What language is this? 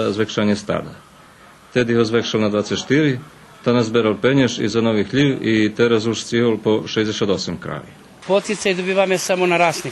Rusyn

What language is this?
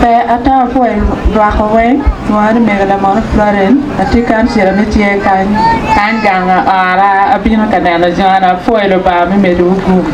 Acoli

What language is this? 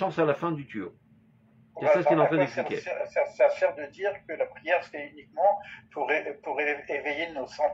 French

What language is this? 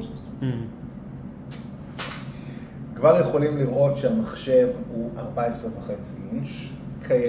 Hebrew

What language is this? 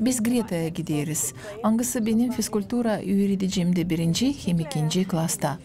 Gagauz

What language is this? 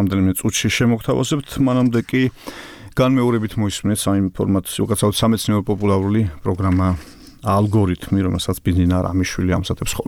Georgian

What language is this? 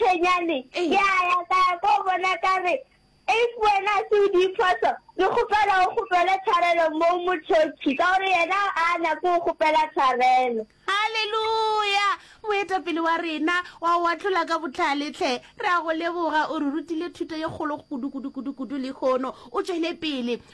Northern Sotho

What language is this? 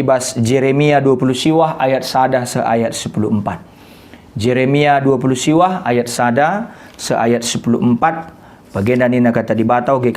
Batak Karo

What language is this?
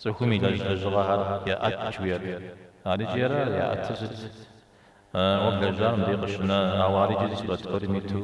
Kabardian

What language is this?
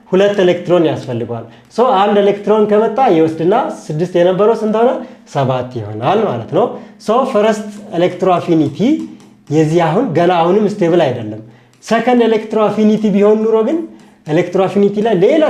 Amharic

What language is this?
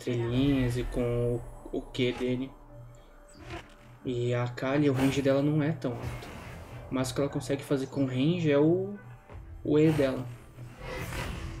Portuguese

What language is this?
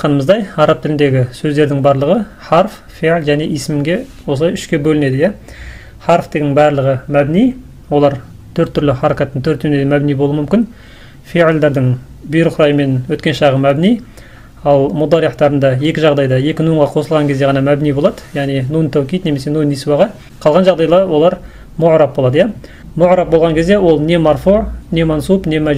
Kazakh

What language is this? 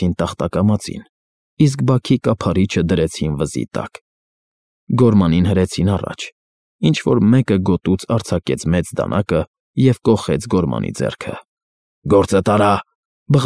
Armenian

